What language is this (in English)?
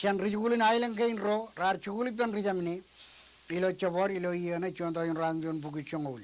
Marshallese